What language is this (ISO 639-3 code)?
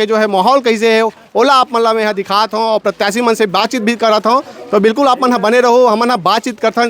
hne